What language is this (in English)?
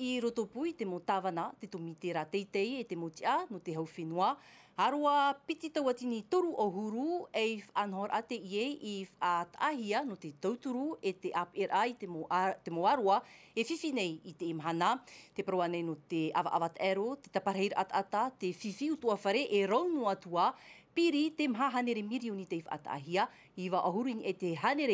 Tahitian